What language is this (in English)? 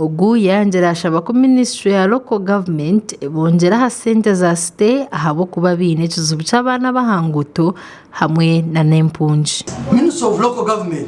Nyankole